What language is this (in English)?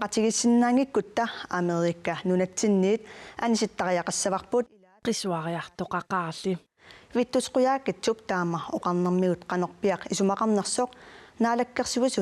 Kalaallisut